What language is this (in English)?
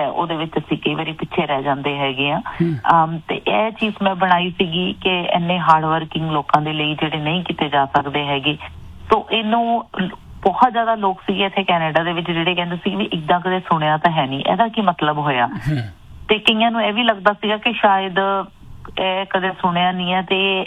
Punjabi